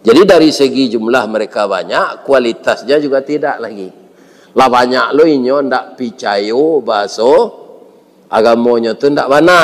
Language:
Minangkabau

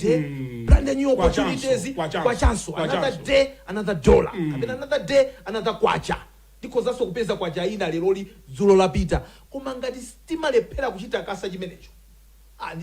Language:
Nyanja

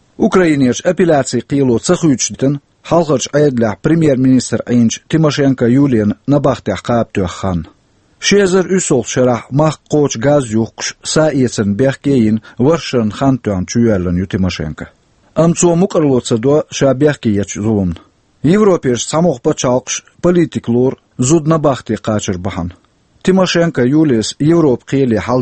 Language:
Chechen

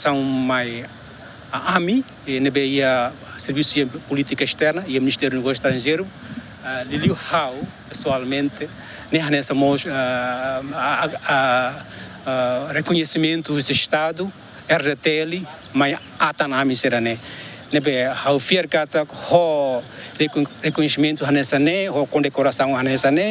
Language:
Tetum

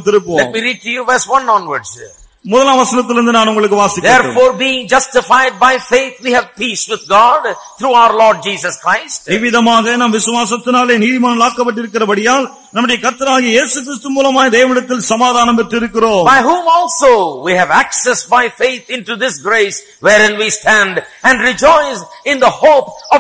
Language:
Tamil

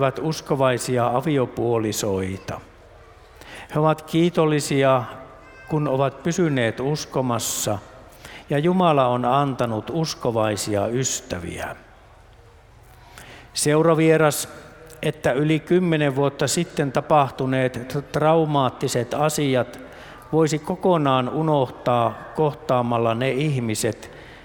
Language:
Finnish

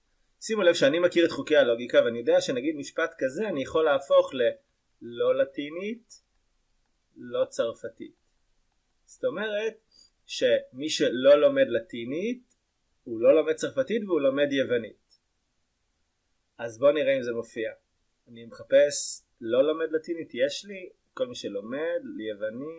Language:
Hebrew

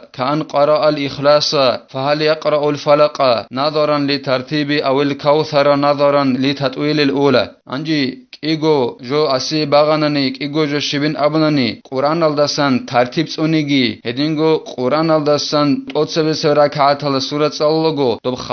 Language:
Avaric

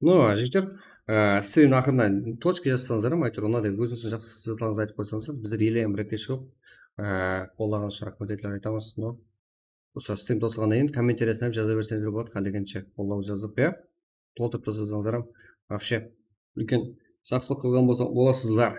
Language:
Kara-Kalpak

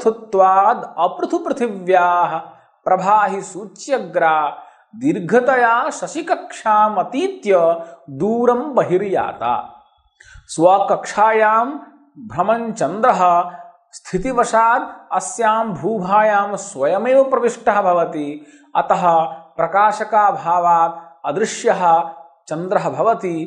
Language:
Sanskrit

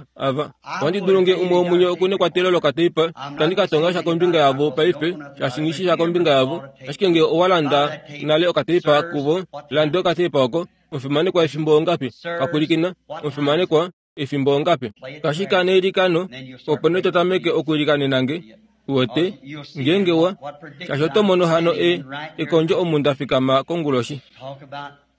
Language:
Kuanyama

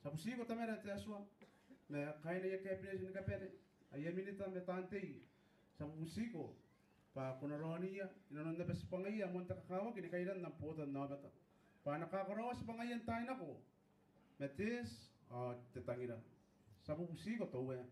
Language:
Gilbertese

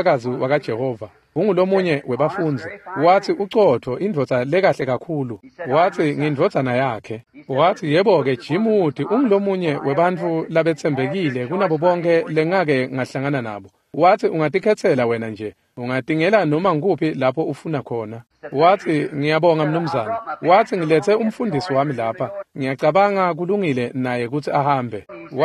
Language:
Swati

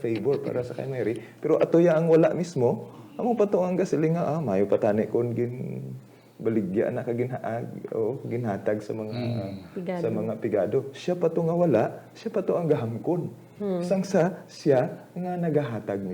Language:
Hiligaynon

